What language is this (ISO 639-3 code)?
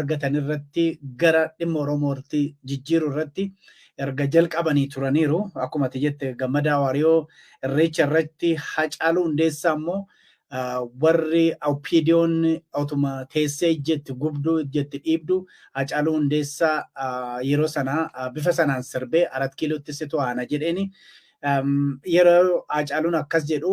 orm